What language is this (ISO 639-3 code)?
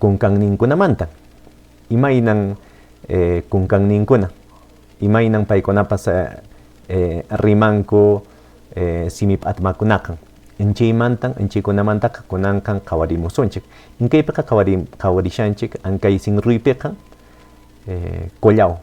que